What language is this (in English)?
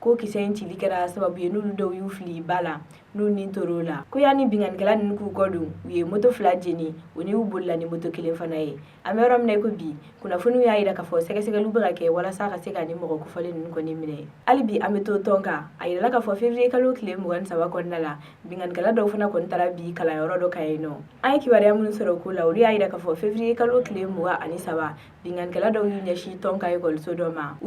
Bambara